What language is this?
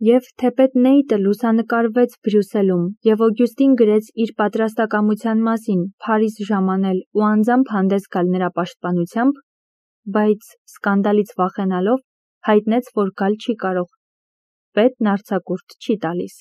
Armenian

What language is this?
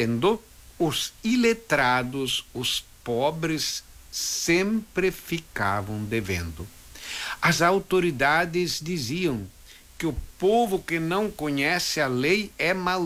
Portuguese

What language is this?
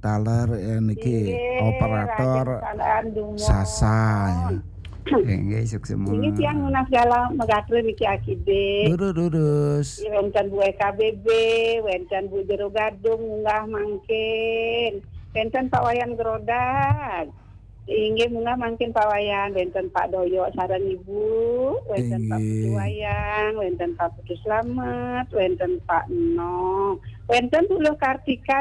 Balinese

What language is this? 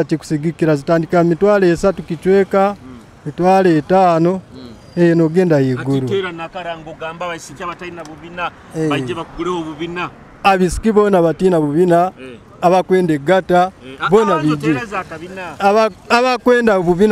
Nyoro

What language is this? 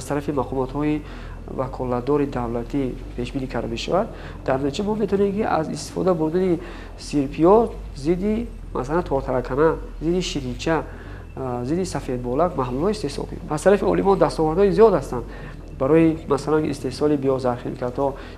Tajik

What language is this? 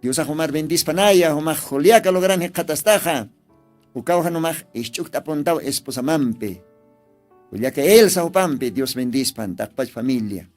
Aymara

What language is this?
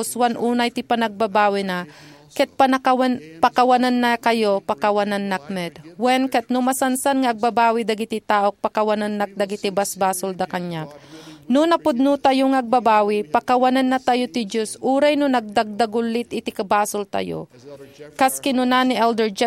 Iloko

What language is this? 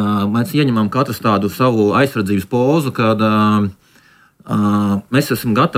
Latvian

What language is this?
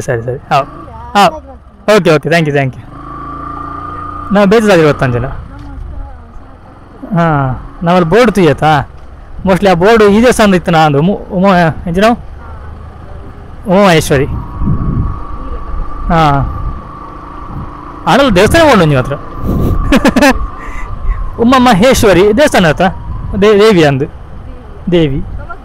Kannada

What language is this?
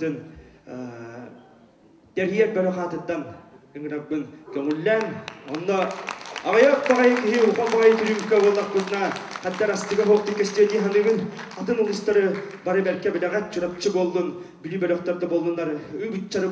Yakut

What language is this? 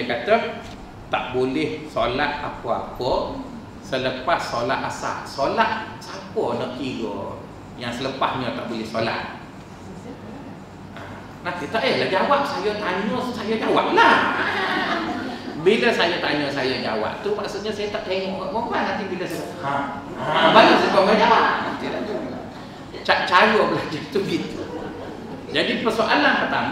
Malay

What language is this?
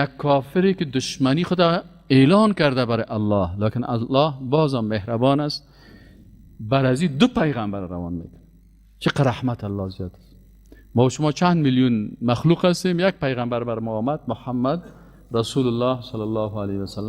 Persian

